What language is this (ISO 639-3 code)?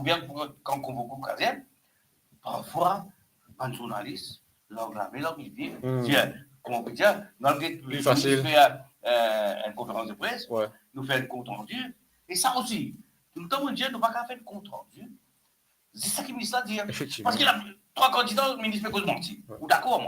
mfe